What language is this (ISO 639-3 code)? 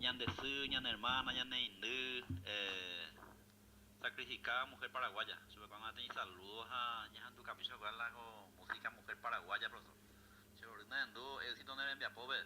grn